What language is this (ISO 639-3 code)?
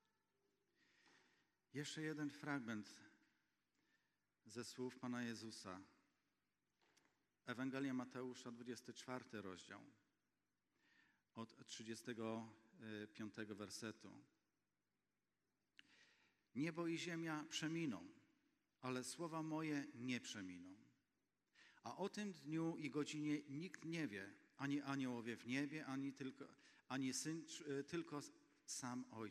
pol